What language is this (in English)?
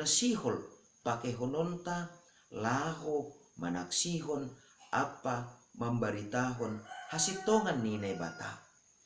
Batak Simalungun